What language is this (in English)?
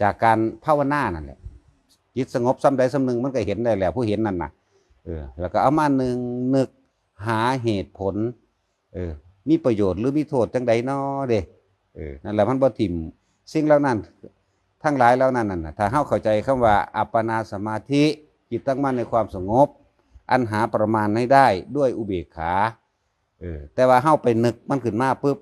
Lao